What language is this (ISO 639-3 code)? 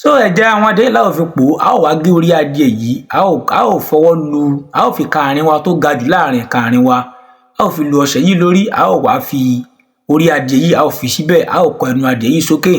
yor